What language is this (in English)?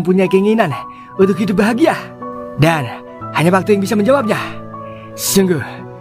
Betawi